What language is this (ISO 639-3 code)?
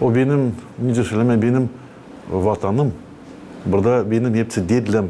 gag